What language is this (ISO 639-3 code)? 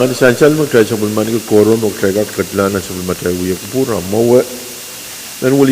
pon